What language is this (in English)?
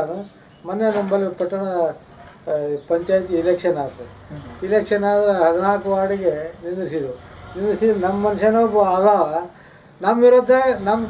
Kannada